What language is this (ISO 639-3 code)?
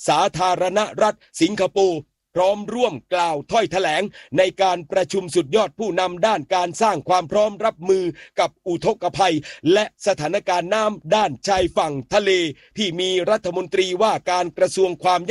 tha